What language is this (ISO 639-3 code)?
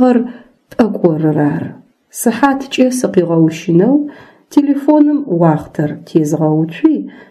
ady